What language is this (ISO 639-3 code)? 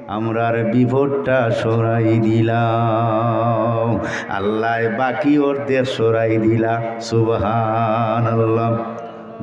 syl